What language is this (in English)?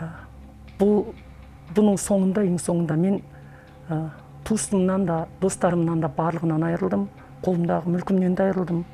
Kyrgyz